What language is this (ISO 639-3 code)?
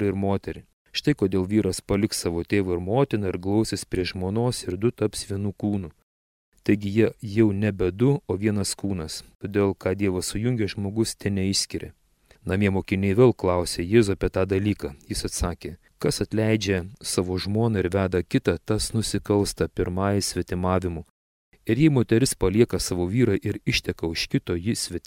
lit